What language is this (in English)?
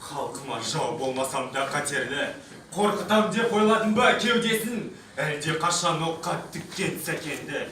Kazakh